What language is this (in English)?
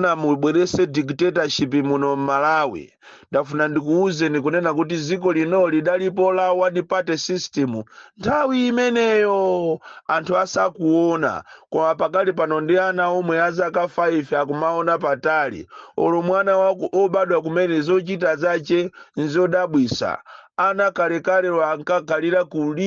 Nyanja